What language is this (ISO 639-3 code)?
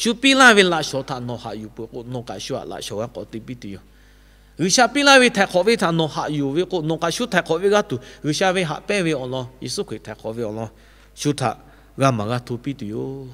lhu